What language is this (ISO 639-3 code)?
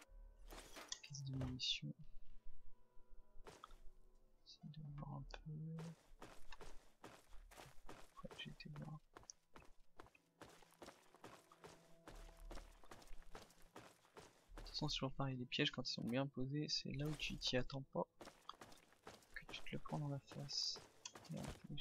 fra